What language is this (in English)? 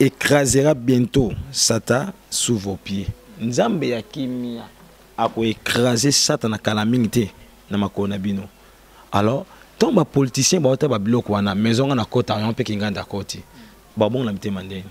Lingala